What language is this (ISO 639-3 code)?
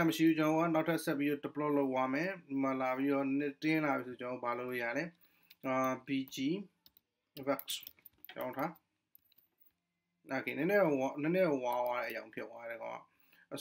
mya